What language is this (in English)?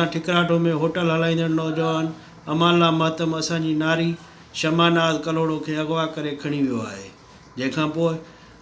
Sindhi